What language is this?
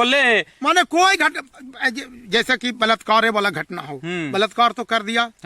Magahi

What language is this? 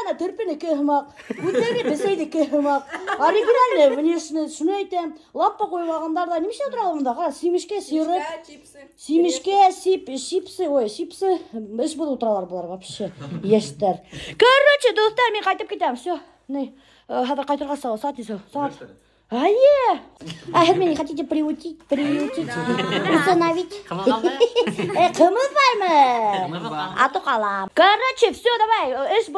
Bashkir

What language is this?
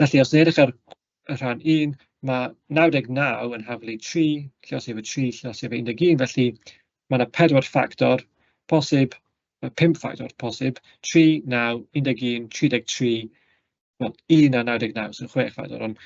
Welsh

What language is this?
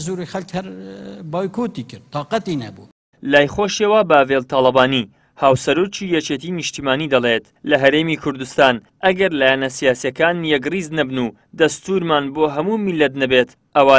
Central Kurdish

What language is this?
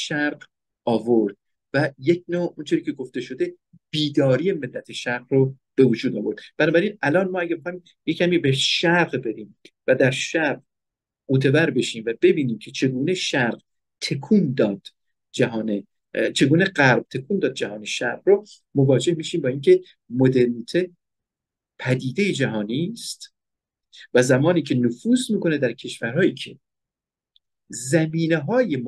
Persian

